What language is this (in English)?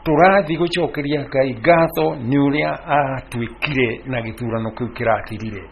Kikuyu